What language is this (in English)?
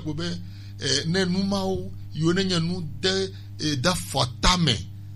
Gen